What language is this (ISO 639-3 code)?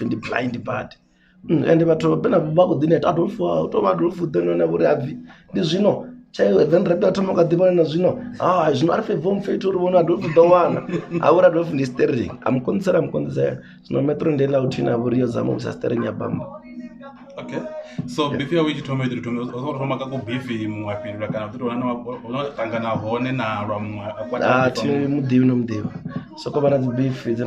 ven